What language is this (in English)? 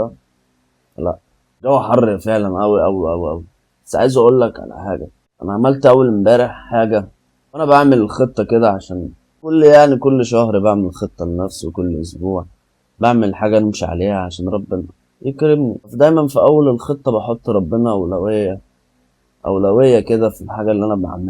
Egyptian Arabic